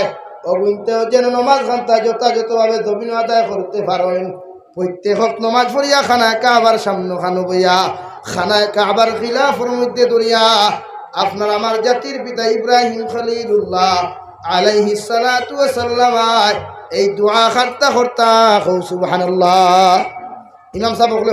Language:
Sylheti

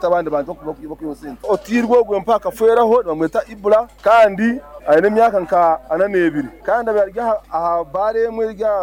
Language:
Nyoro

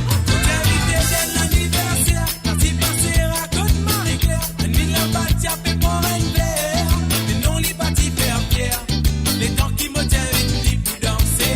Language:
Morisyen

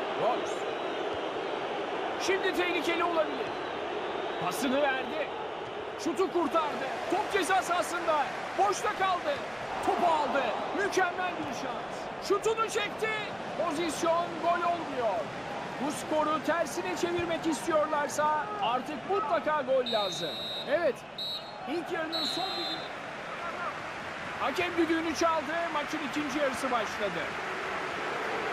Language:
Turkish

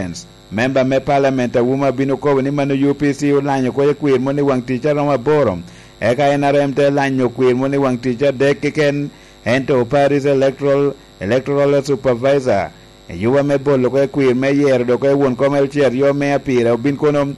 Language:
Lango (Uganda)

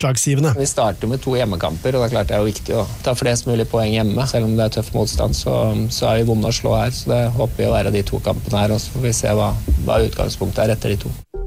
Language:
Norwegian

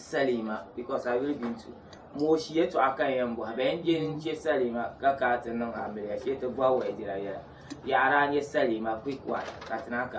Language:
Dagbani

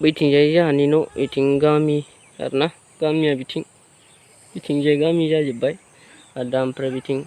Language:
Bodo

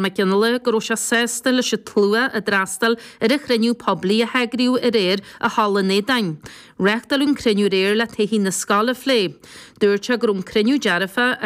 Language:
Irish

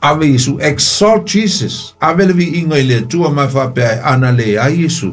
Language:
Samoan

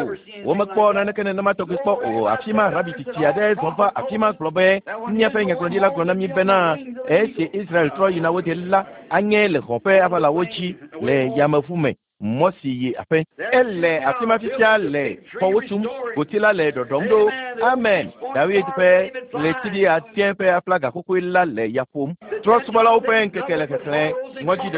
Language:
Ewe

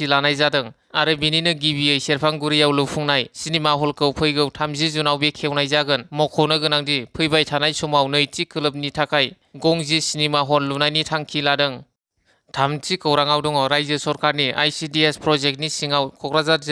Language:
Bodo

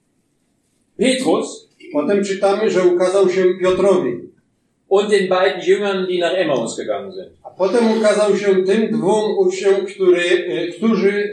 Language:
Polish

